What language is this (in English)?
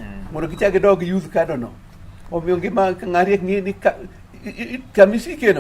Luo (Kenya and Tanzania)